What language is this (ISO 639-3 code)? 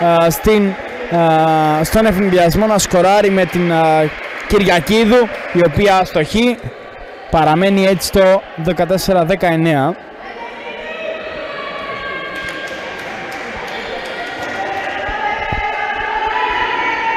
ell